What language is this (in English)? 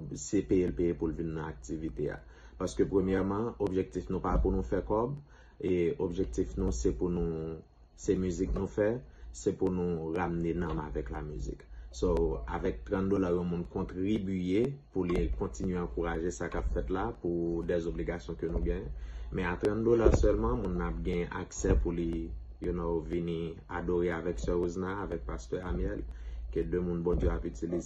Haitian Creole